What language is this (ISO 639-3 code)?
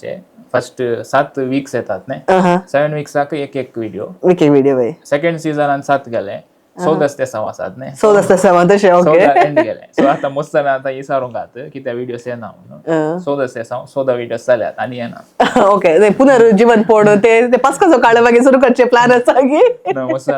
kok